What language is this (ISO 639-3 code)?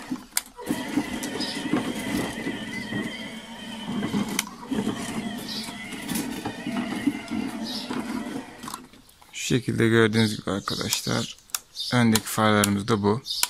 tur